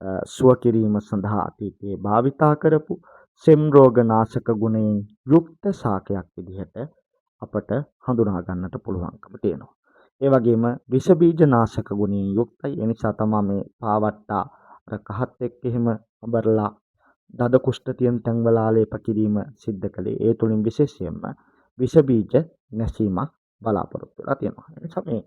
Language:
Sinhala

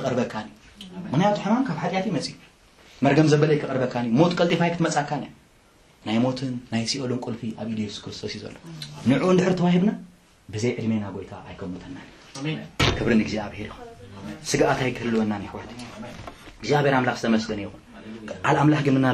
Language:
Tigrinya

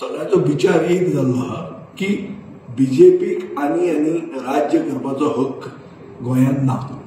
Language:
Konkani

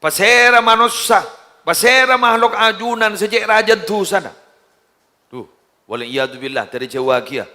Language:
Madurese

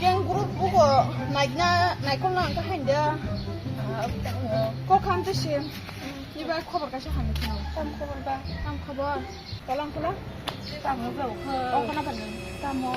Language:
Kok Borok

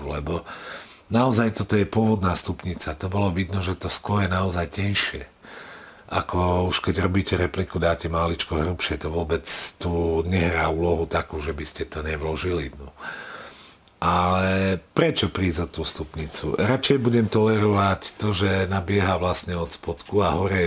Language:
Slovak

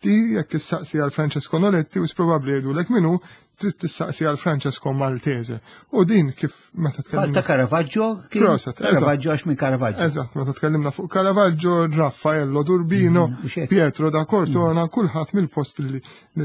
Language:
Maltese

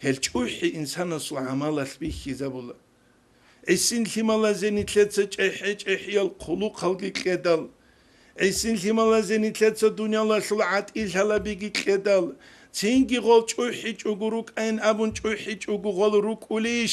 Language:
Avaric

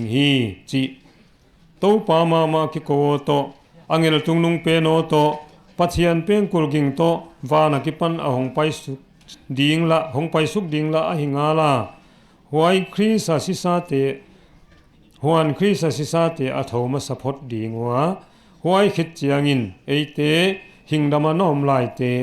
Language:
Paite Chin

